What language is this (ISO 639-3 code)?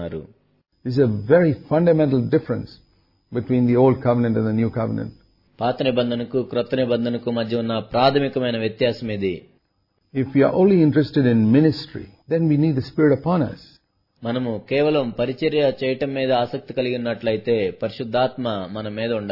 tel